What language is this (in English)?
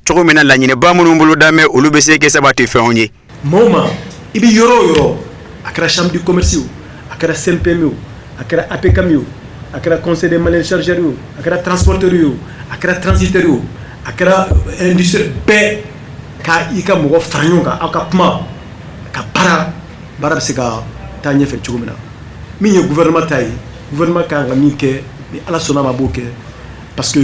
Bambara